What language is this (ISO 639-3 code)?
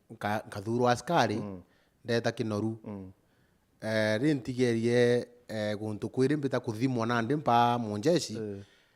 mer